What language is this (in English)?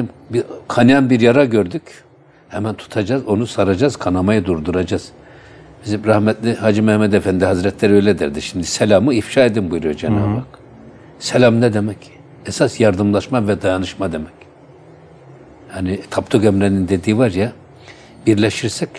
Turkish